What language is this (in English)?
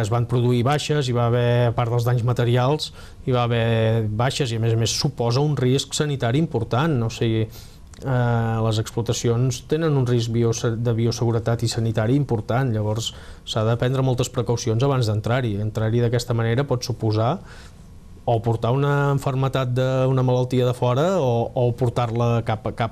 Catalan